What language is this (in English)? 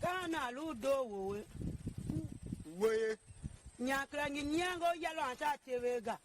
Tiv